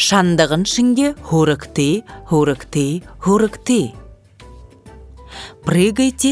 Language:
Buriat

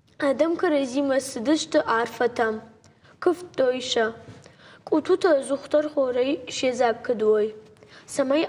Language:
Ossetic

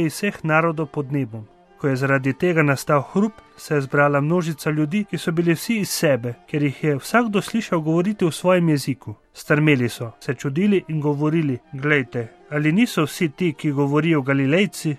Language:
Slovenian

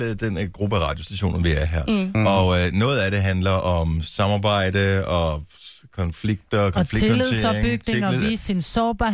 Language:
Danish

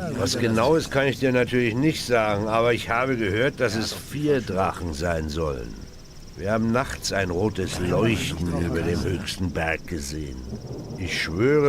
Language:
Bavarian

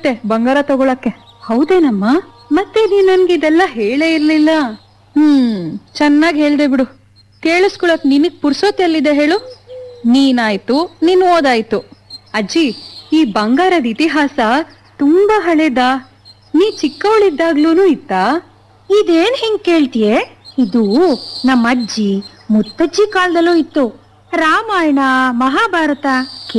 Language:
Kannada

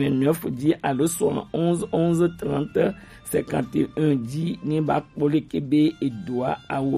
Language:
Gen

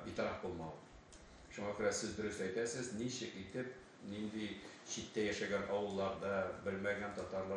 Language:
Tatar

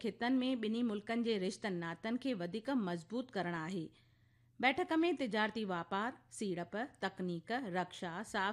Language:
Sindhi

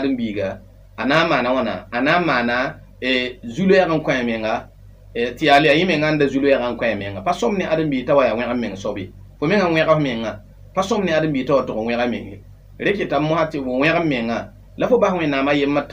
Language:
Mossi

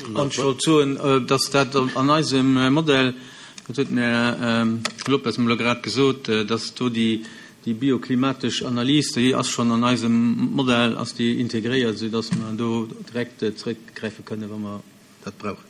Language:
Luxembourgish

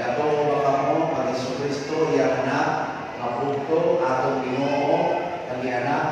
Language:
Cebuano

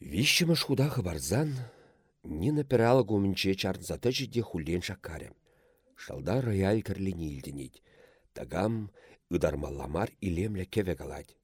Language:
Chuvash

